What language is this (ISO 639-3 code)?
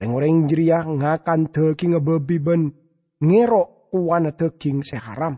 mad